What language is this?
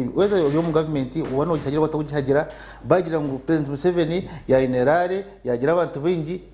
Nyankole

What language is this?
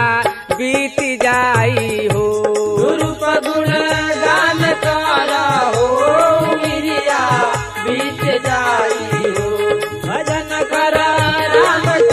Bhojpuri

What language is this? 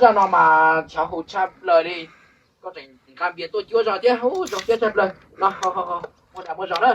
Hmong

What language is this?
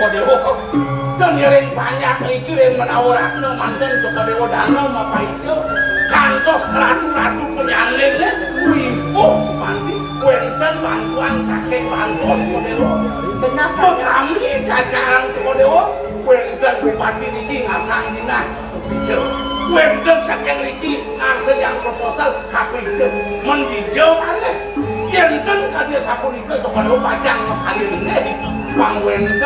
Balinese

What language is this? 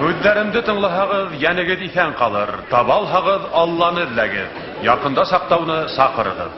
Bashkir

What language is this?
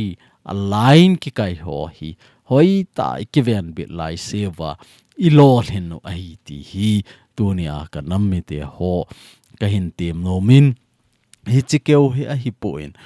Thado Chin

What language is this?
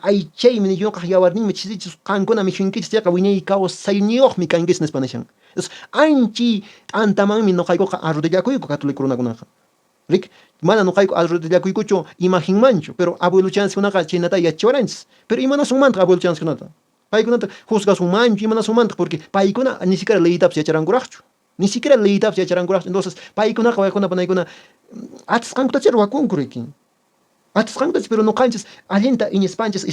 Quechua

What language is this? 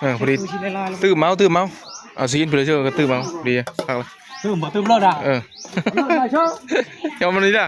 Northeastern Thai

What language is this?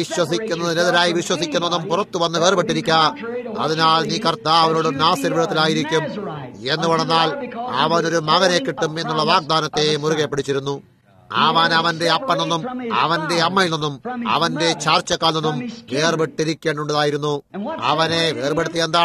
Malayalam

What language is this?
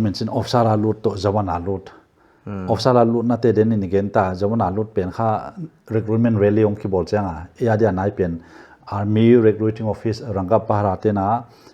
Paite Chin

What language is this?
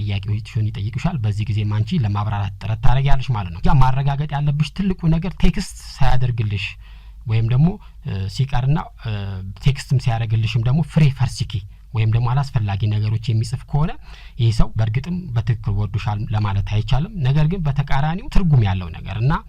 Amharic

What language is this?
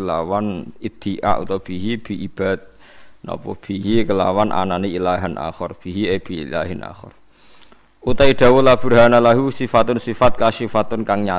Javanese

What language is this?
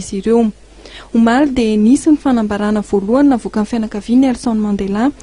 Malagasy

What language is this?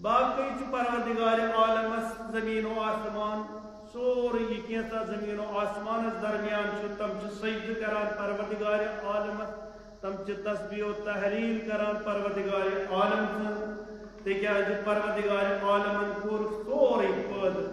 Kashmiri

